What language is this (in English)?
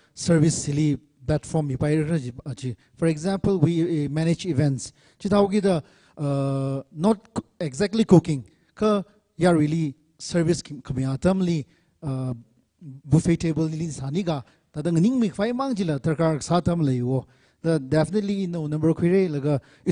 Tangkhul Naga (India)